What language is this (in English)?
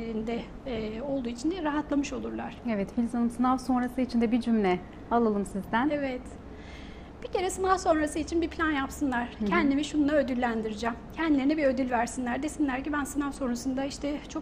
Turkish